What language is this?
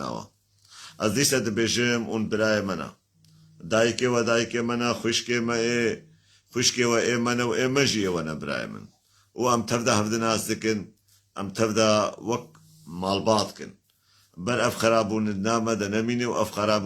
Kurdish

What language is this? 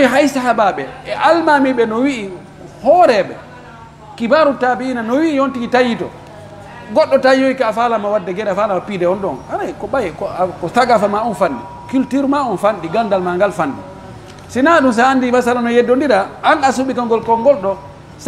Pular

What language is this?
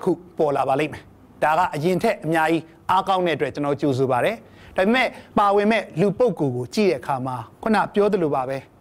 Burmese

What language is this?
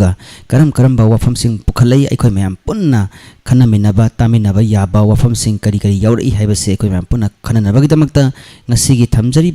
Manipuri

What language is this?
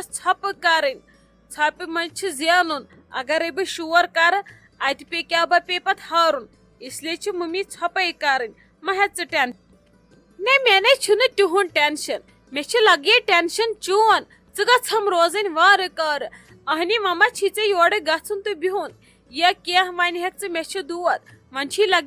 Kashmiri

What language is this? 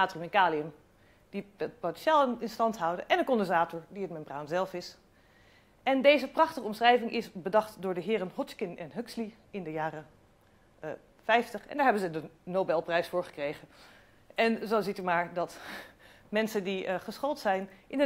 Dutch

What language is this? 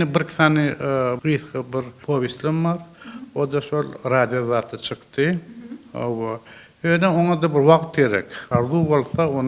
Turkmen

